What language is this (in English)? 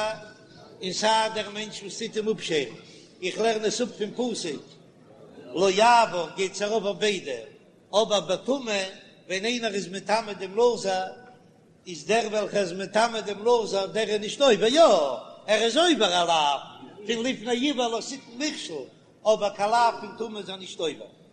Yiddish